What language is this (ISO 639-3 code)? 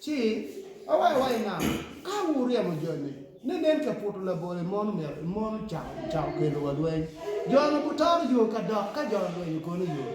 ach